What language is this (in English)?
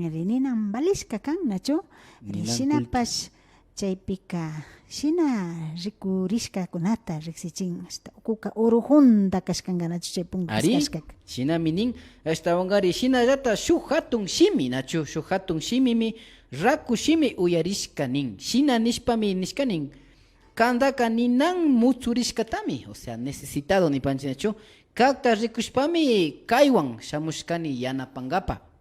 Imbabura Highland Quichua